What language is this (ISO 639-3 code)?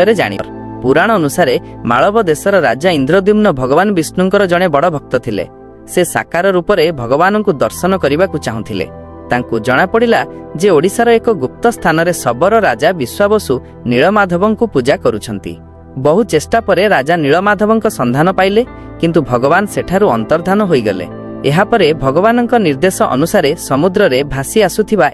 ori